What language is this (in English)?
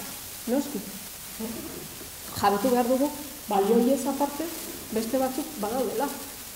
Basque